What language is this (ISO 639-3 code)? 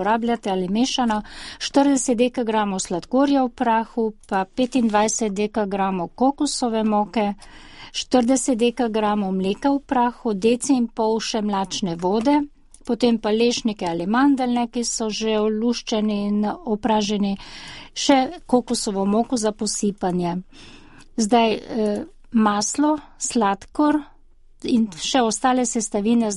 slv